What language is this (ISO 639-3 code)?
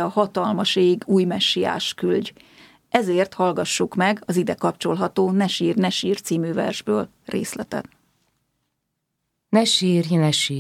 hun